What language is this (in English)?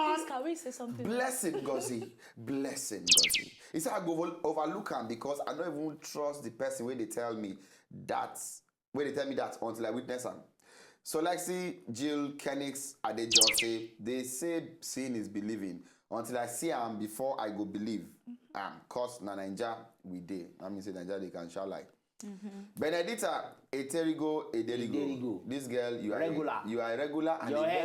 Nigerian Pidgin